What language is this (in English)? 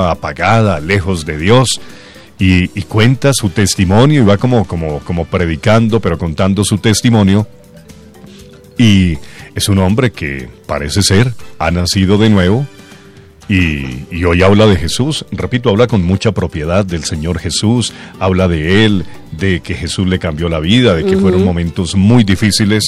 Spanish